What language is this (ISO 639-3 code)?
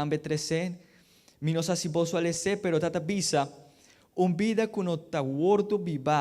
pap